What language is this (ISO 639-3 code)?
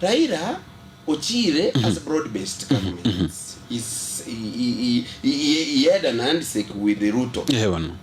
guz